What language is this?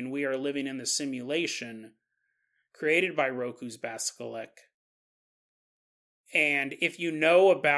English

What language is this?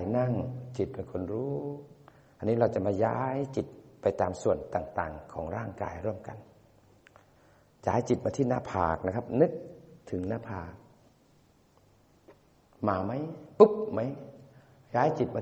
Thai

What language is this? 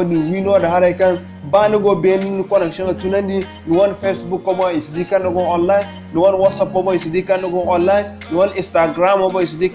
Zarma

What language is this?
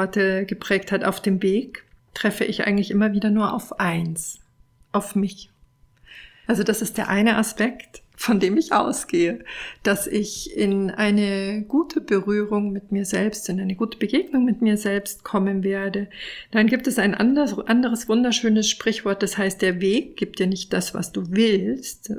German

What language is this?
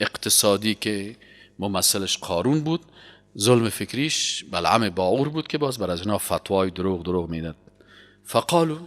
Persian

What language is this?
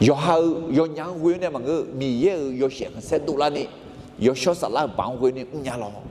Akha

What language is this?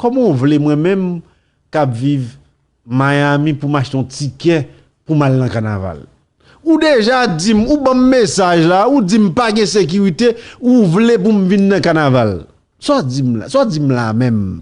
Haitian Creole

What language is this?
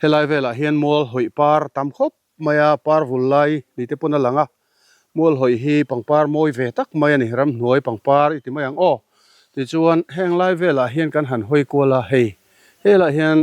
Mizo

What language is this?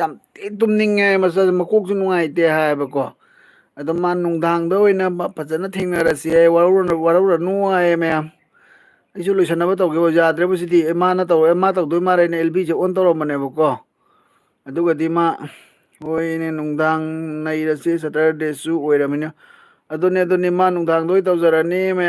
Manipuri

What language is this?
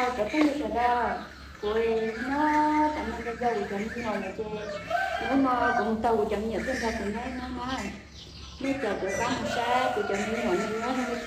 Hmong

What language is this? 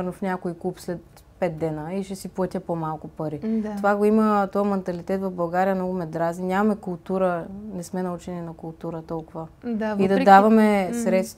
Bulgarian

